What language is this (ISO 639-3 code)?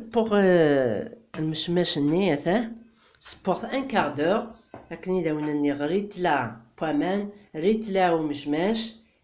kab